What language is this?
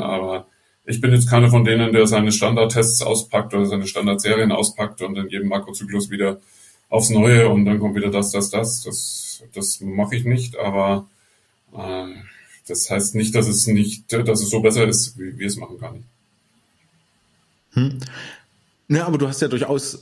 German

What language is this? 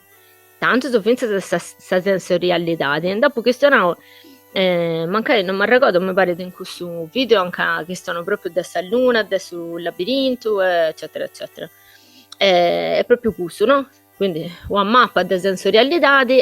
Sardinian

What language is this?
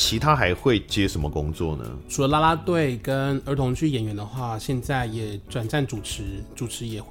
Chinese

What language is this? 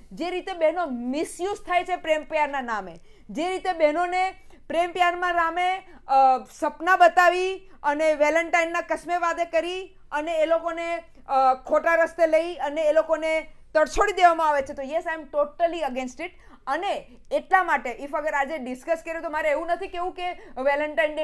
Gujarati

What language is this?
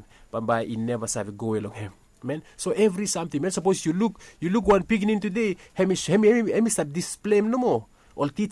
Bislama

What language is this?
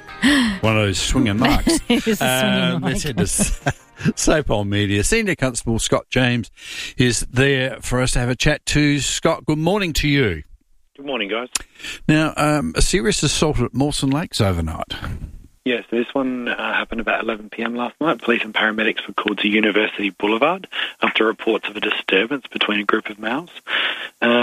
English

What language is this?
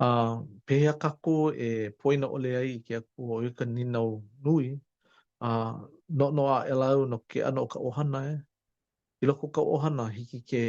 Hawaiian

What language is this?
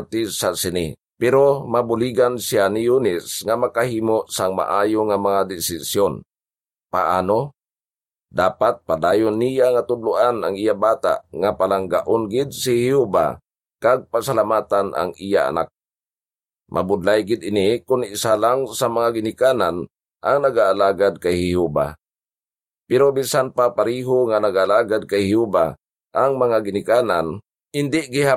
Hiligaynon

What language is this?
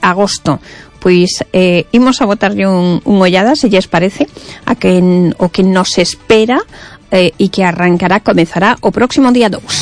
Galician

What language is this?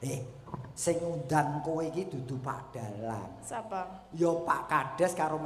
Javanese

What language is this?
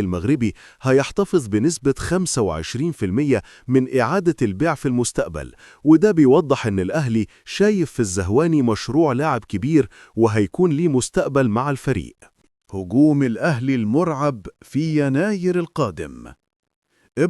Egyptian Arabic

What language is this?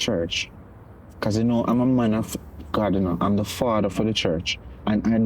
Jamaican Creole English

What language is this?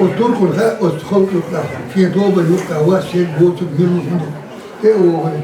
Chechen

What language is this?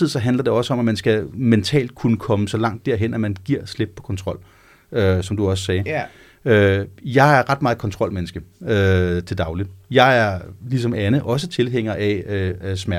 Danish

